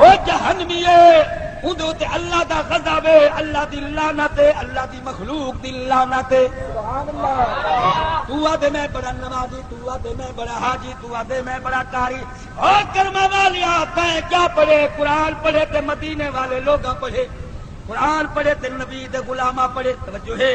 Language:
Saraiki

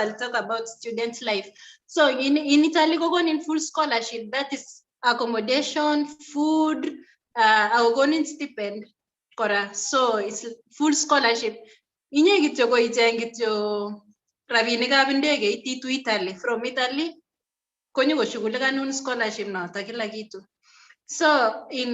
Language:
Kalenjin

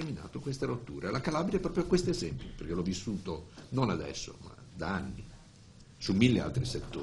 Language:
Italian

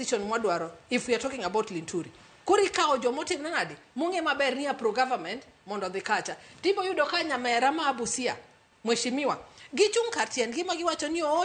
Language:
Luo (Kenya and Tanzania)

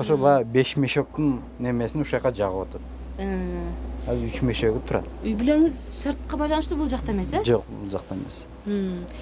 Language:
Kyrgyz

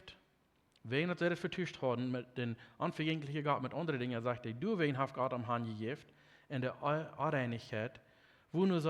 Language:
Plautdietsch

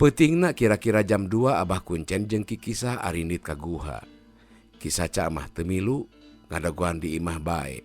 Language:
Sundanese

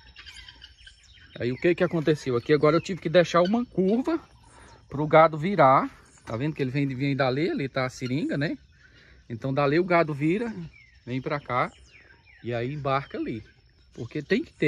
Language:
Portuguese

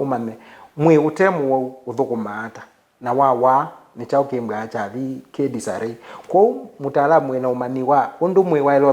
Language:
Kamba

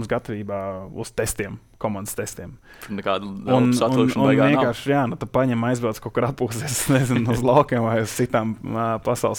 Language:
Latvian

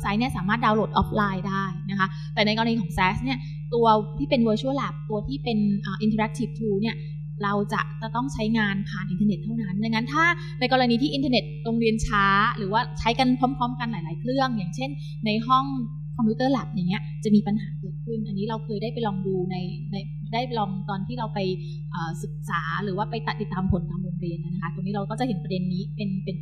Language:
Thai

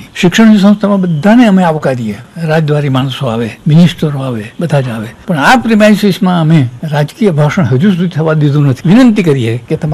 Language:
Gujarati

